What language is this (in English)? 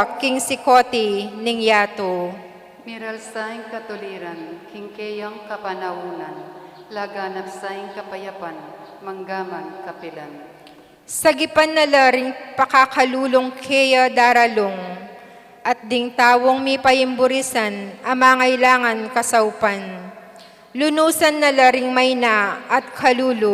Pampanga